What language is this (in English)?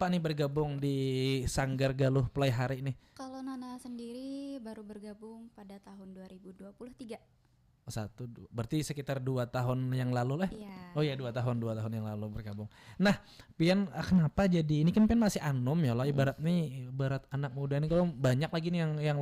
Banjar